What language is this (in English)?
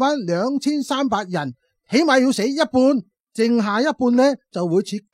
Cantonese